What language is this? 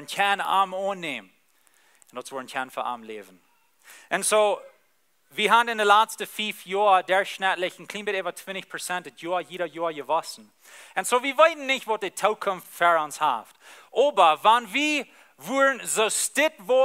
Plautdietsch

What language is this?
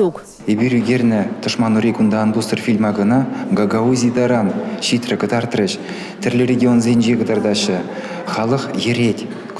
Chuvash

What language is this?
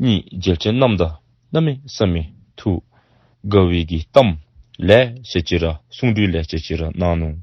Dzongkha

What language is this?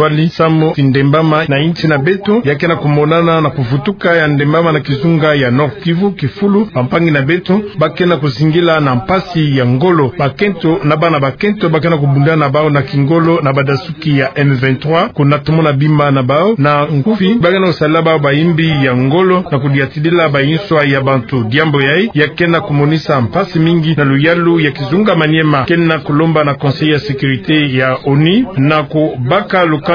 Kituba (Democratic Republic of Congo)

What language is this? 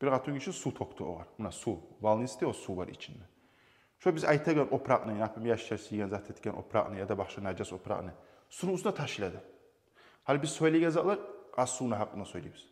Kumyk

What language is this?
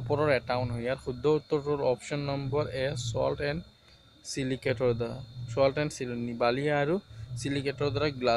Assamese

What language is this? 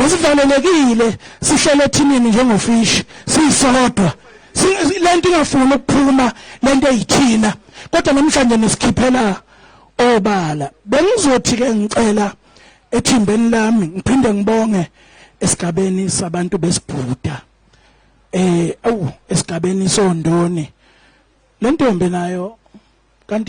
Zulu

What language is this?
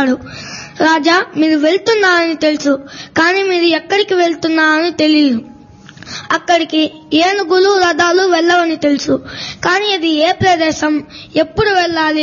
Telugu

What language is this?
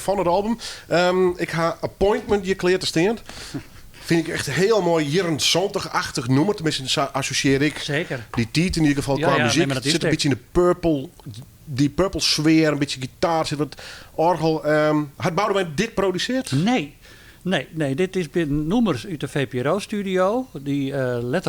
Western Frisian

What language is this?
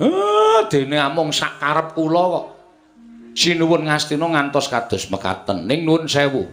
Javanese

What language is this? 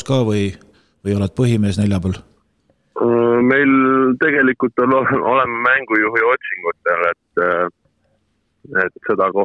Estonian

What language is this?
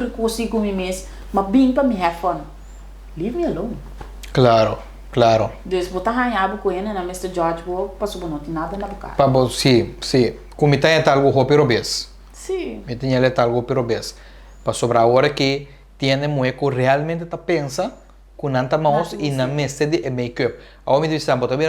Papiamento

